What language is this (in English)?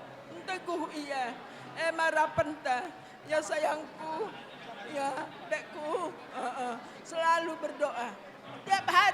Batak Karo